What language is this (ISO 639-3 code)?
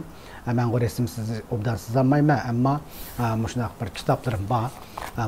uig